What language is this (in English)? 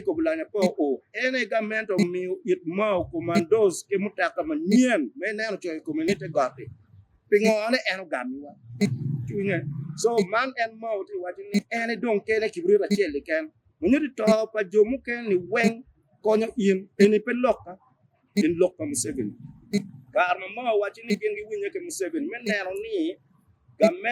Acoli